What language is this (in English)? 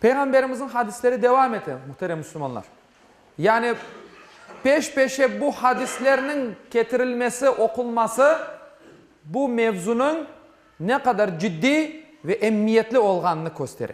Crimean Tatar